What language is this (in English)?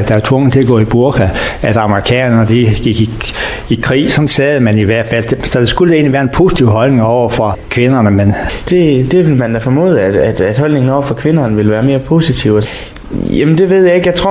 Danish